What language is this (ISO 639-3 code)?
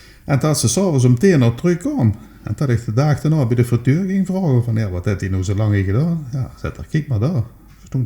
lim